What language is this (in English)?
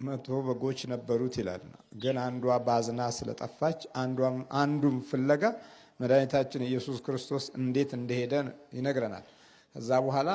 Amharic